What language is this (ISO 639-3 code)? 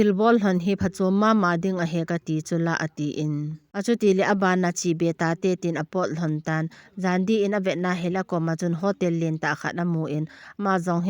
tcz